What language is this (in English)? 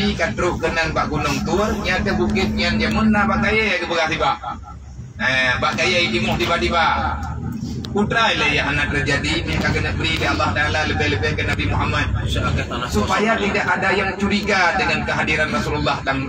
Achinese